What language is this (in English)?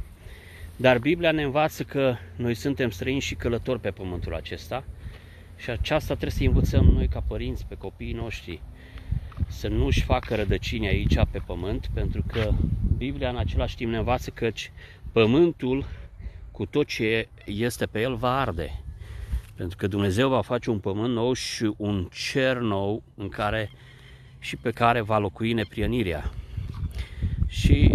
Romanian